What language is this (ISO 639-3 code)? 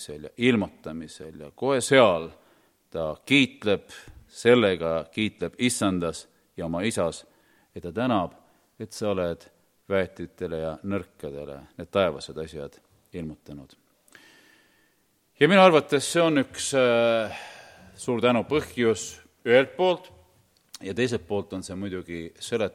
est